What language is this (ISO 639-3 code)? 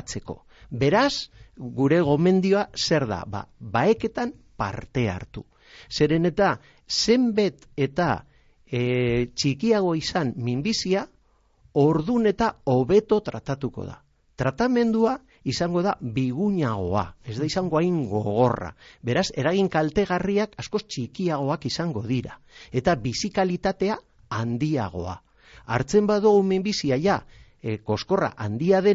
eus